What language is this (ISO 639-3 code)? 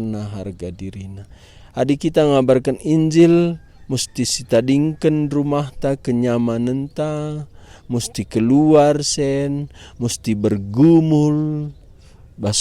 btx